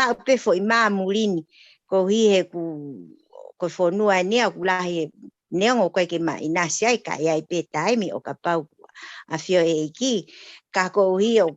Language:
Tongan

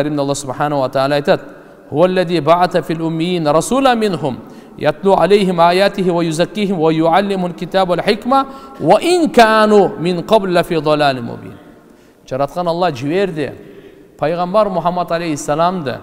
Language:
Kyrgyz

